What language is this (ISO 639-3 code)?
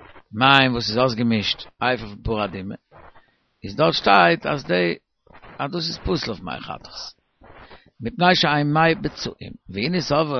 yid